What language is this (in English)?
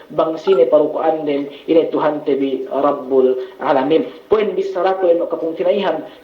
Yakan